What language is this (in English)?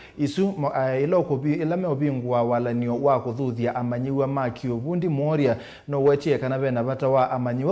Kamba